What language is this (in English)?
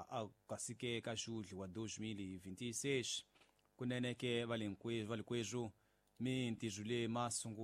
Tsonga